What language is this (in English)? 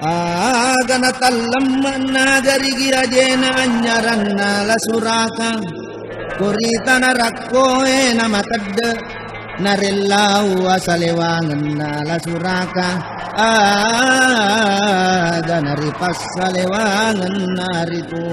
Buginese